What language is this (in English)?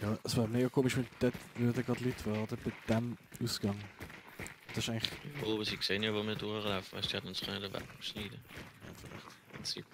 Swiss German